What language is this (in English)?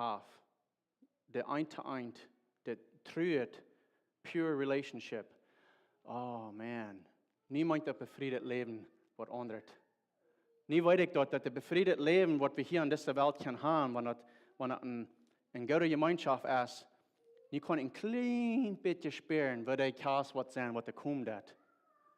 Plautdietsch